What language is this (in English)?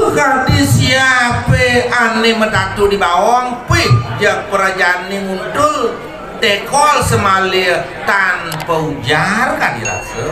Balinese